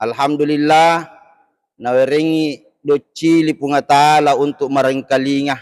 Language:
Buginese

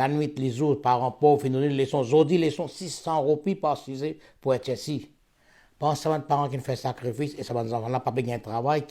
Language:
Morisyen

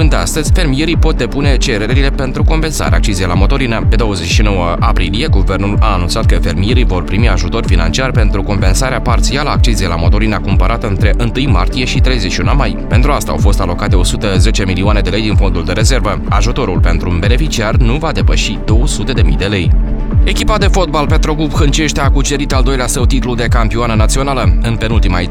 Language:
Romanian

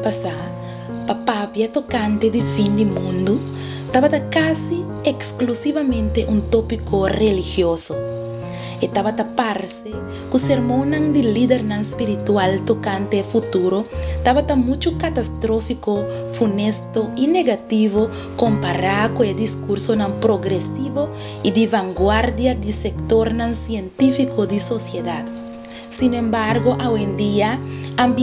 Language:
Papiamento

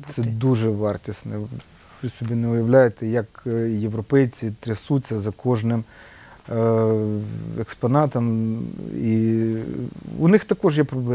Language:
Ukrainian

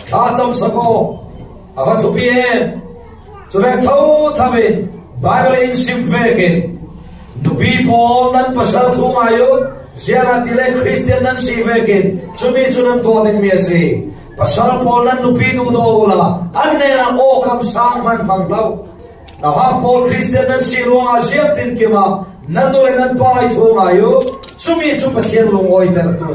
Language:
Falam Chin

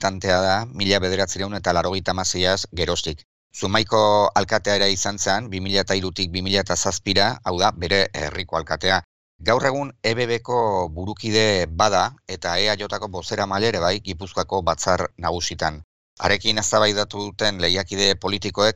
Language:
Basque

